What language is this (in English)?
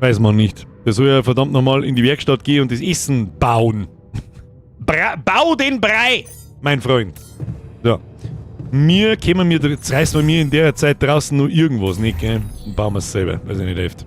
Bavarian